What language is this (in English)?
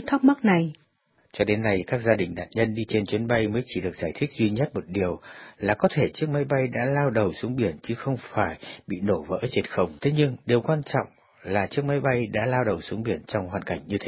Vietnamese